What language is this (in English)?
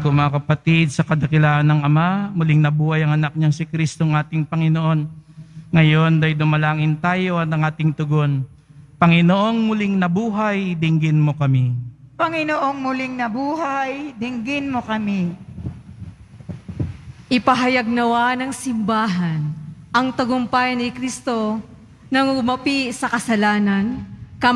Filipino